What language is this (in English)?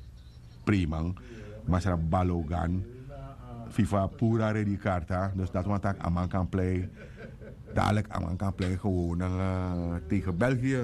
Sranan Tongo